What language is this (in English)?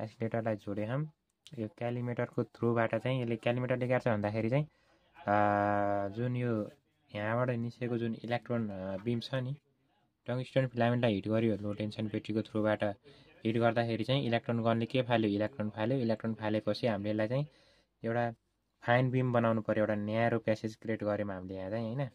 Nepali